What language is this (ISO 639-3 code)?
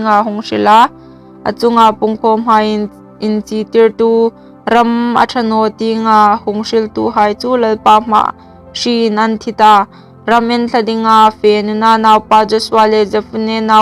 hmr